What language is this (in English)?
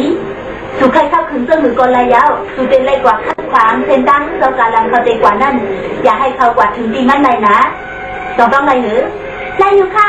Shan